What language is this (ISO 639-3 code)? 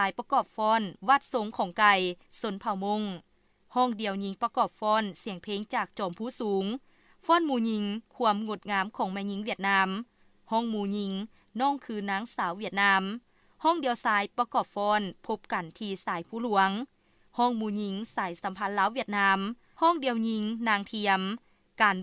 lao